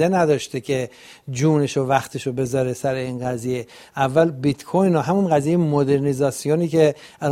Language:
Persian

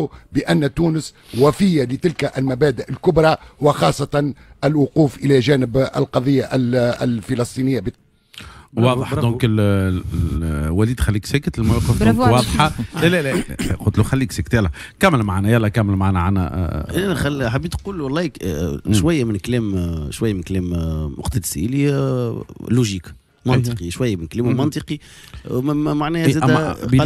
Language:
Tunisian Arabic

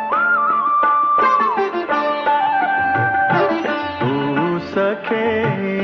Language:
Marathi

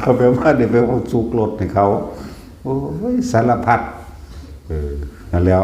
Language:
Lao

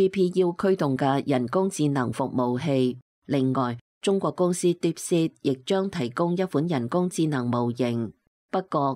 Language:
Cantonese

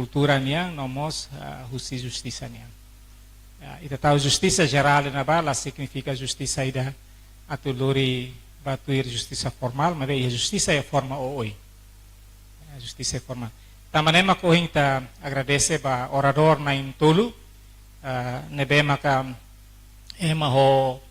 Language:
Tetum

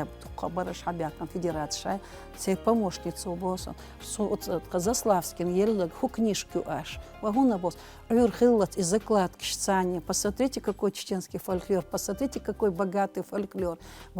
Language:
Chechen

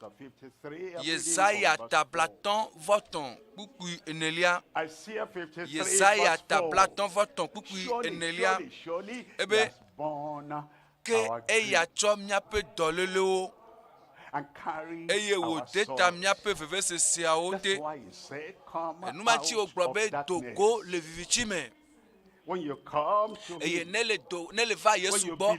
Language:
Ewe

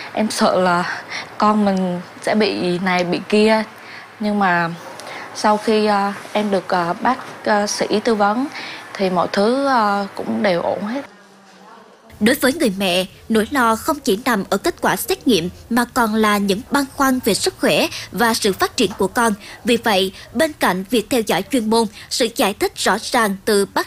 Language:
Vietnamese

